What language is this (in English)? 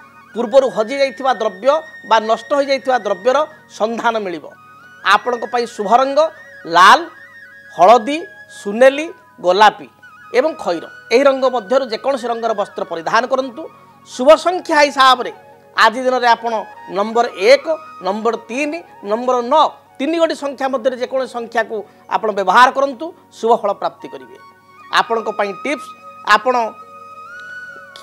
Odia